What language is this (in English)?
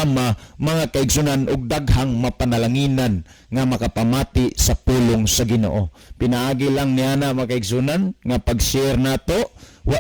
Cebuano